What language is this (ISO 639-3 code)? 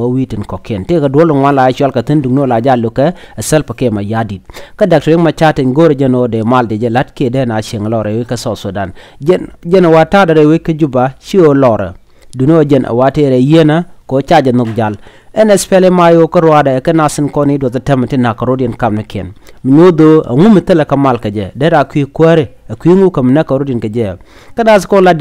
nus